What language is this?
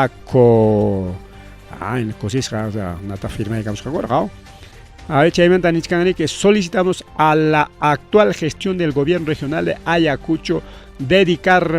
Ayacucho Quechua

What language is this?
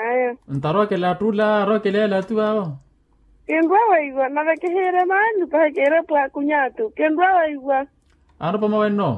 Makhuwa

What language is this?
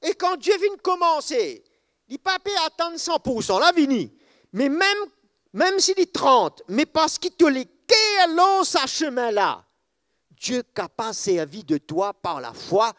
Morisyen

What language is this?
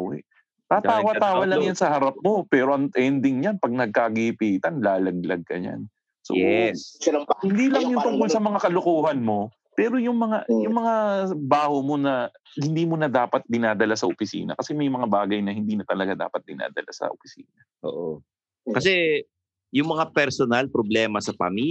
Filipino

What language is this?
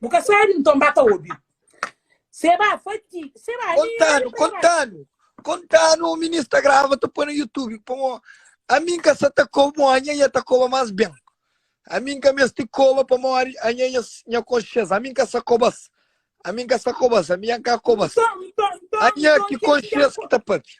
Kabuverdianu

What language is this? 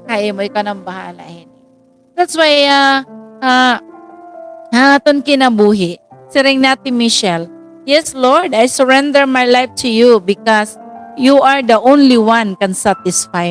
Waray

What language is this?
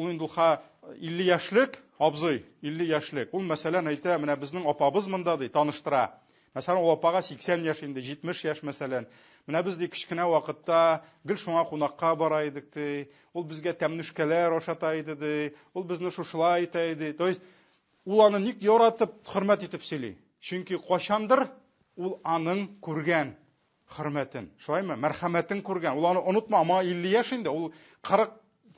Tatar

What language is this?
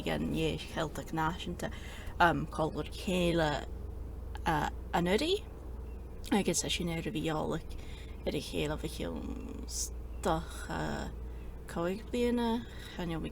Scottish Gaelic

